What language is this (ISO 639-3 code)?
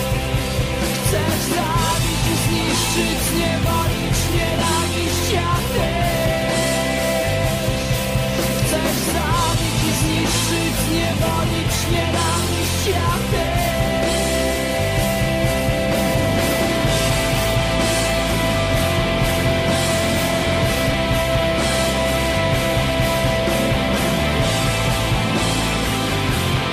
pol